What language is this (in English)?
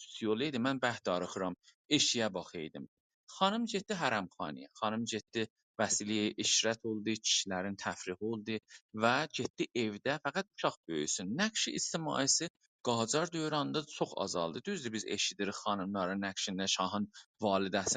South Azerbaijani